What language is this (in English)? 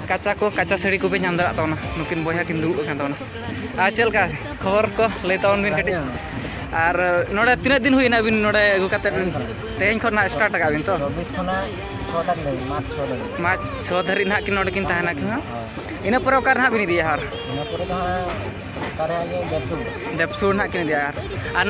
Santali